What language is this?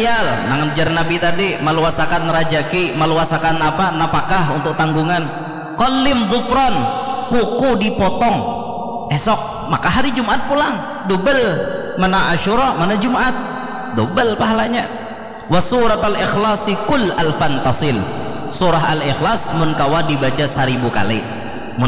Banjar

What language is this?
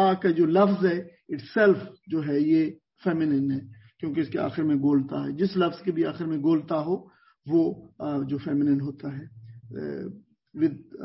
Urdu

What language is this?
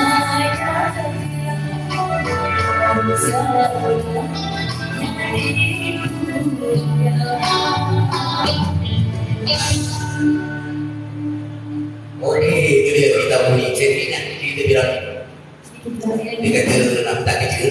Malay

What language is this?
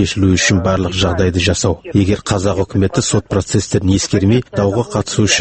Kazakh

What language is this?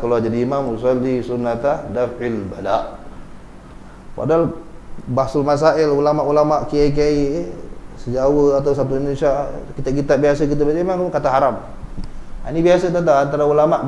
Malay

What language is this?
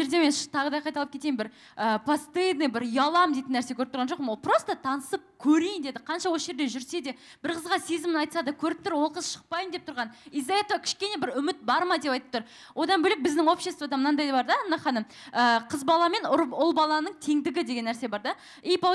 Kazakh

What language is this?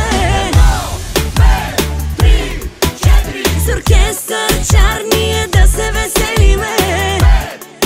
Bulgarian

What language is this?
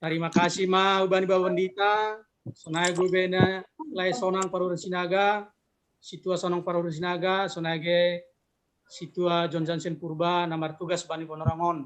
Batak Simalungun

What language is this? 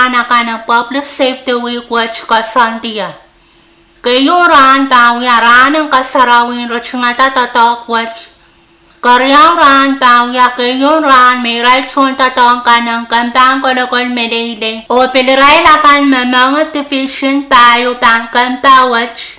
Pohnpeian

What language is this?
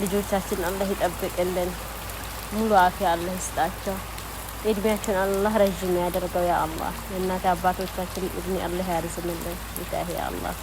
Amharic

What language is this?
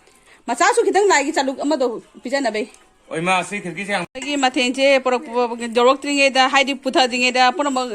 Manipuri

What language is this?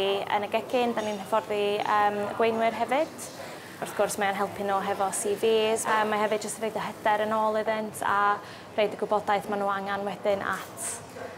Welsh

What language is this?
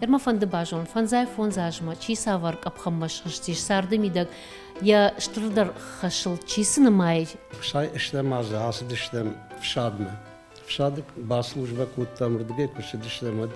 Ossetic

